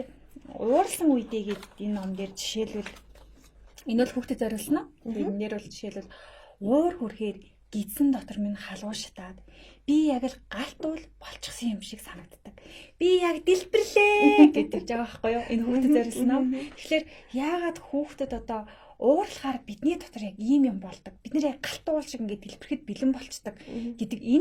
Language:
Mongolian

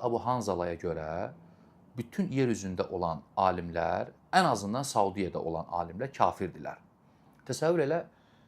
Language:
Azerbaijani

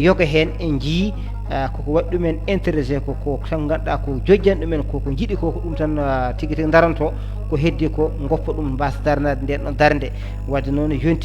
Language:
Fula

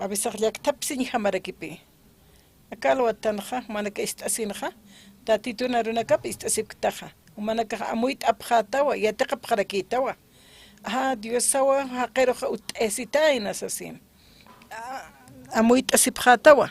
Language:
Aymara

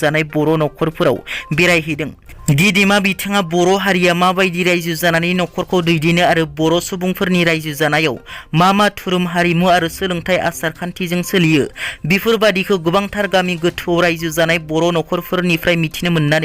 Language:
Bodo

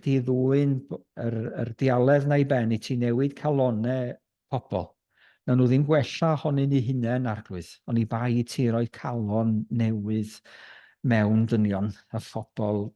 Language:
Welsh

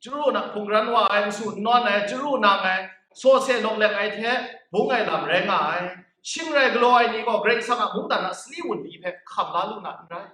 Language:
Kachin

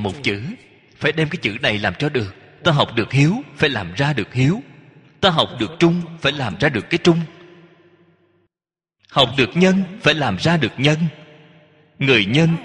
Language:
Vietnamese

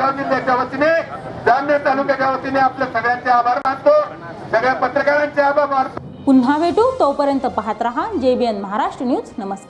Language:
Marathi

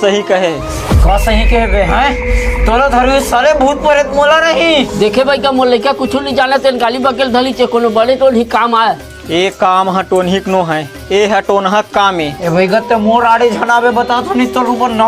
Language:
Chhattisgarhi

